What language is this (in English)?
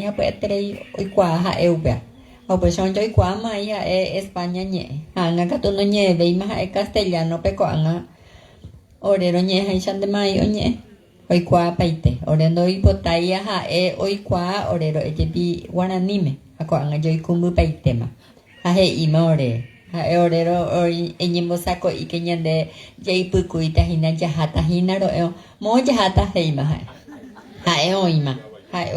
Guarani